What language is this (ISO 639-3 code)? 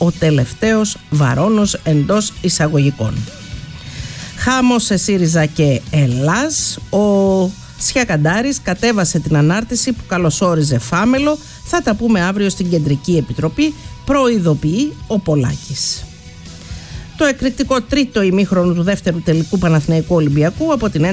ell